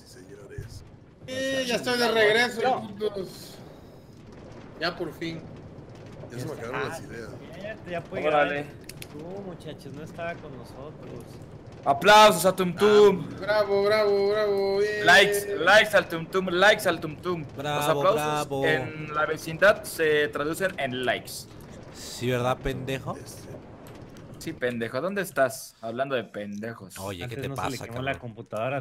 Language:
Spanish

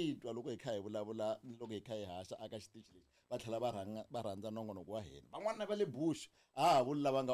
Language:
Tsonga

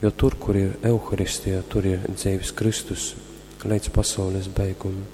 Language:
Latgalian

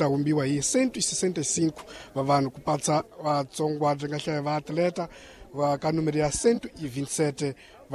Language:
Tsonga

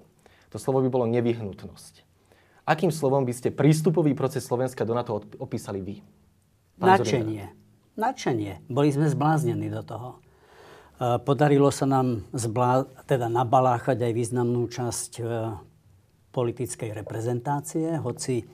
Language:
Slovak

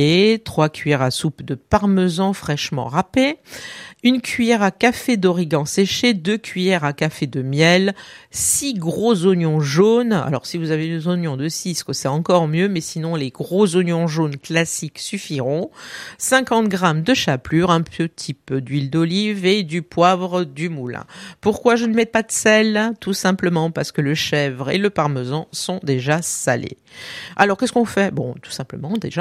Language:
French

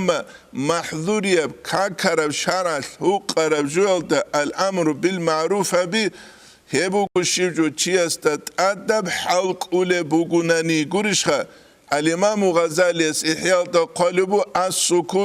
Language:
Avaric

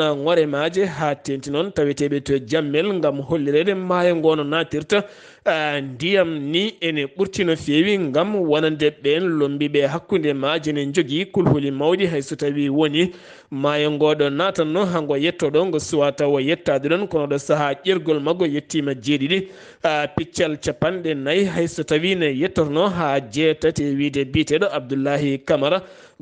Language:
Fula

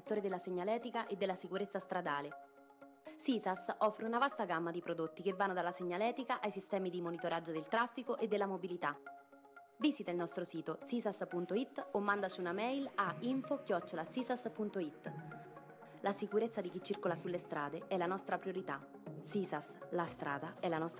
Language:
Italian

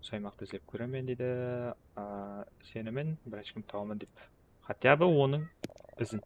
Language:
Kara-Kalpak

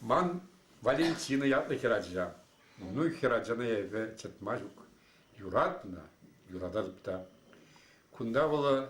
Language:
Chuvash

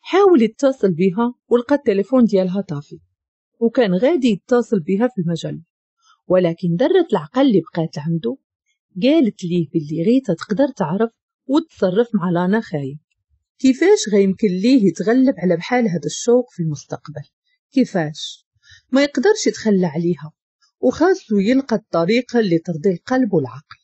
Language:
Moroccan Arabic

